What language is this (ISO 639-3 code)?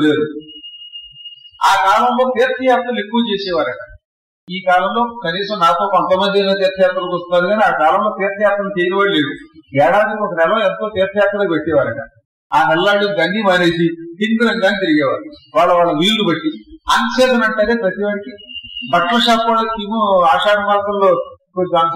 tel